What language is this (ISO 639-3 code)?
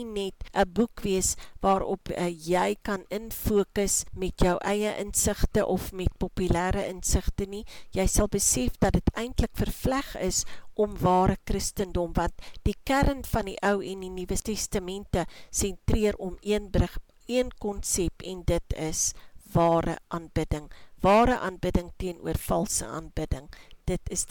afr